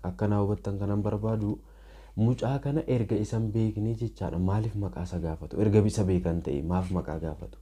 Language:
Oromo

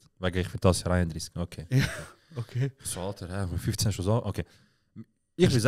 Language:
Swiss German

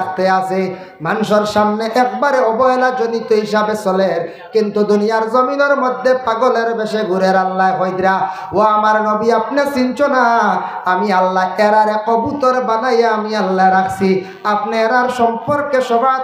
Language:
Sylheti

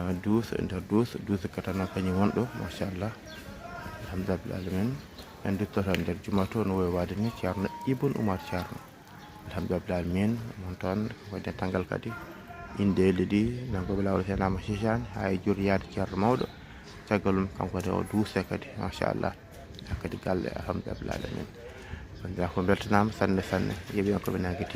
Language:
Fula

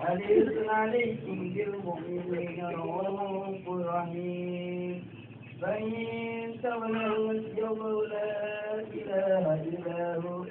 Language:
Betawi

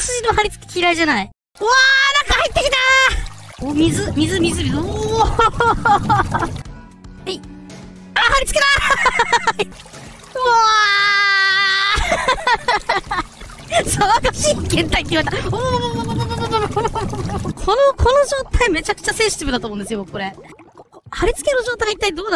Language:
Japanese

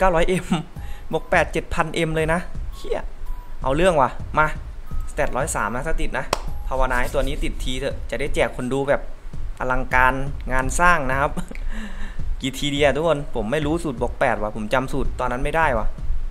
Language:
Thai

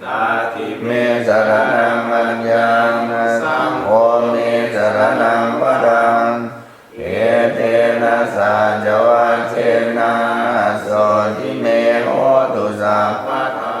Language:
Pali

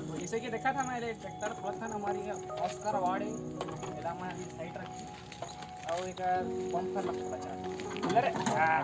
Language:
Chhattisgarhi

